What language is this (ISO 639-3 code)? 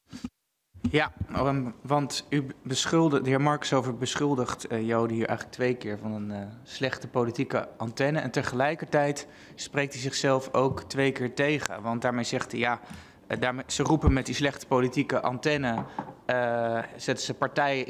nld